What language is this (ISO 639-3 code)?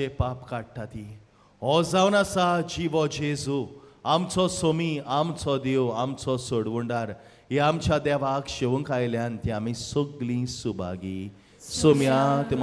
kok